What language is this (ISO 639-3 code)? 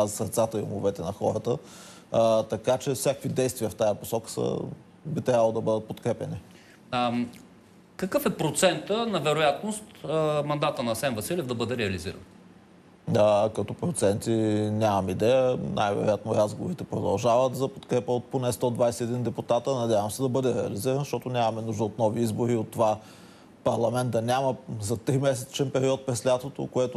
bul